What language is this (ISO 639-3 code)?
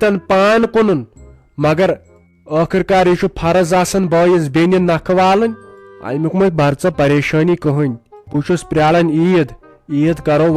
kas